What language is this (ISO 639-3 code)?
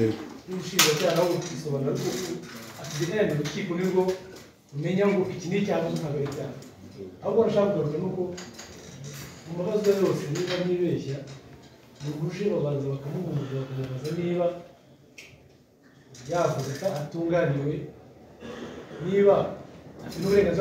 kin